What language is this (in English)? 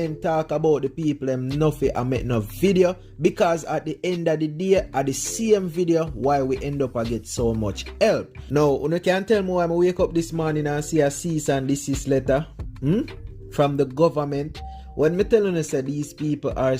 Jamaican Creole English